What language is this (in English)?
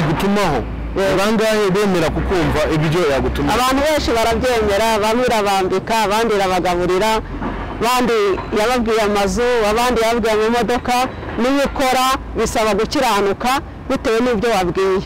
Kinyarwanda